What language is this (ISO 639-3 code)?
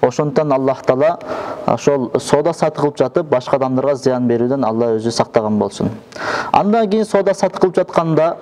kir